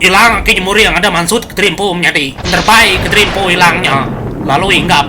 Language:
Iban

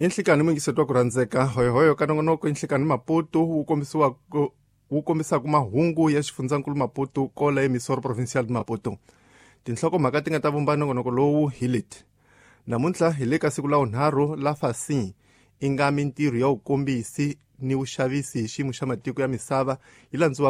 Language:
Tsonga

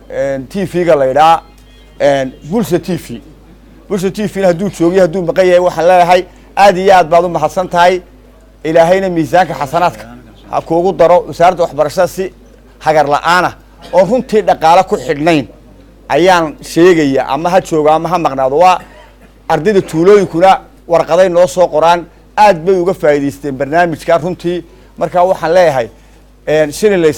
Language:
Somali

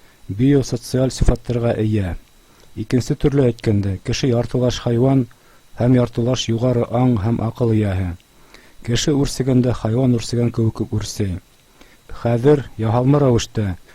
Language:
Bashkir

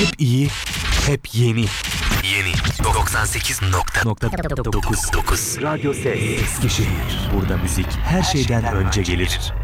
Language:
Turkish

